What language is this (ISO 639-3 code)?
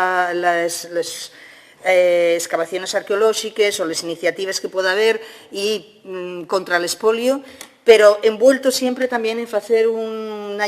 ast